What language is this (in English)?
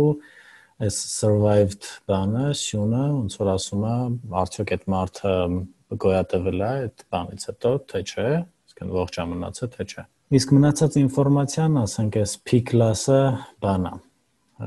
Armenian